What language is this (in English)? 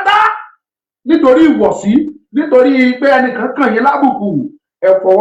Yoruba